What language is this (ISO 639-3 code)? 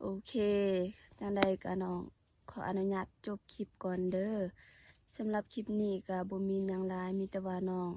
lao